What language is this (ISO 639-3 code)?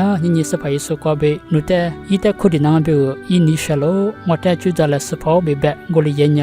lis